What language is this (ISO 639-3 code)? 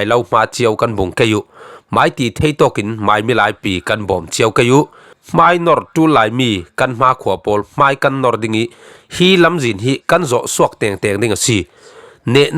cfm